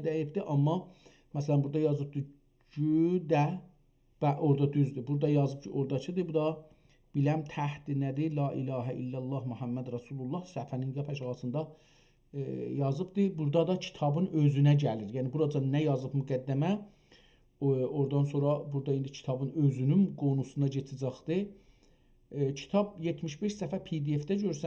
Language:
South Azerbaijani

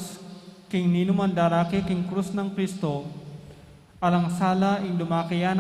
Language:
Pampanga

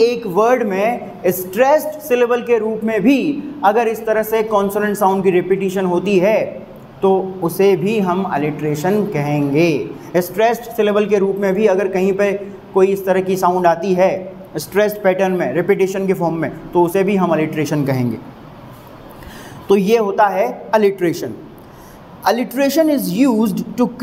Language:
Hindi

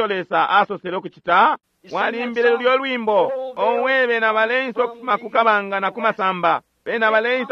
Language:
Bemba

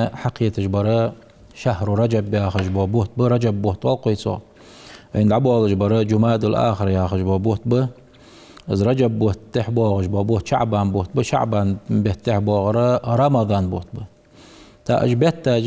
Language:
Ingush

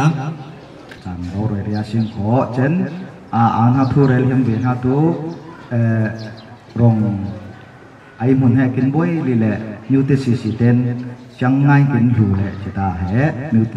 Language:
Falam Chin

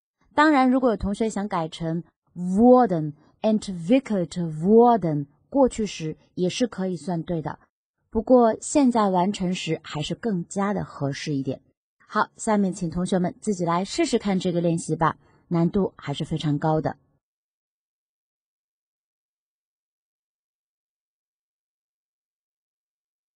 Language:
Chinese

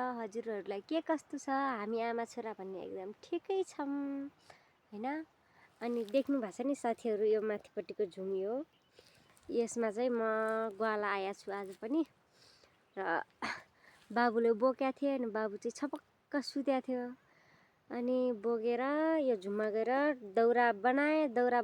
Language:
Nepali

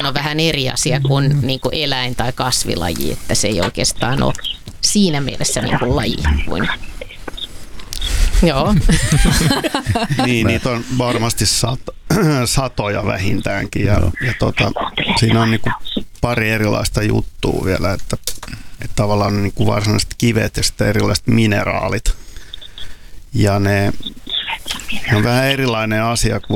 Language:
Finnish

